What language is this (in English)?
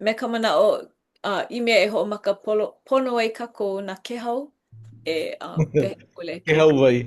Hawaiian